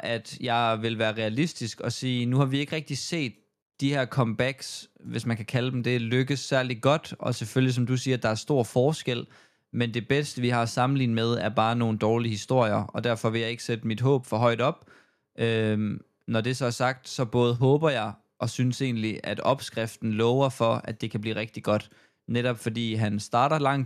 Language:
Danish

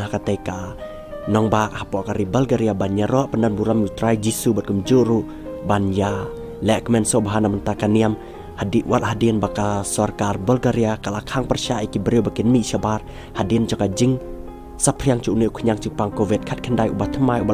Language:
Khasi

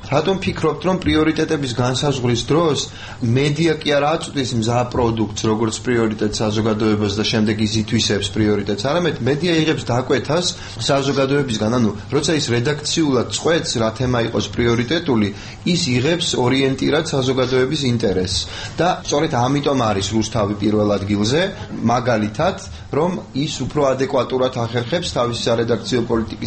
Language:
Georgian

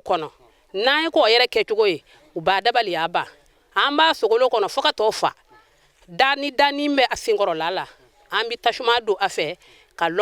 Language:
Bambara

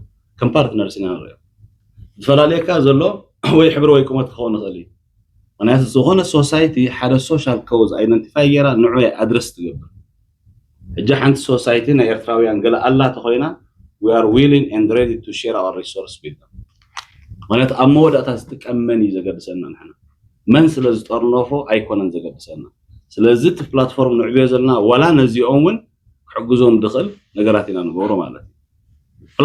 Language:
Tigrinya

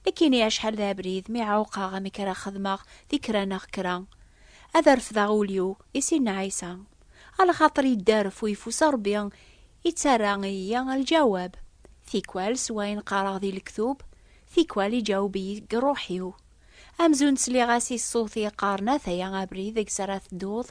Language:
Kabyle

